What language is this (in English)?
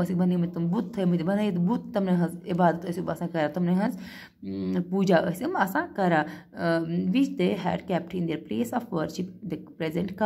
Kashmiri